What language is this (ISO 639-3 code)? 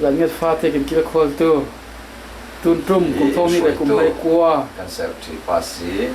cfm